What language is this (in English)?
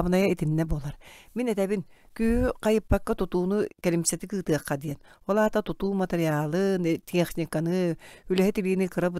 Yakut